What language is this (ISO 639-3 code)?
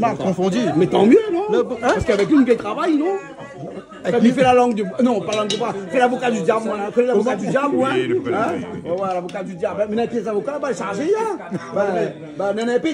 rcf